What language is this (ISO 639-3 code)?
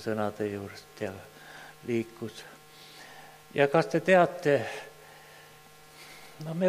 est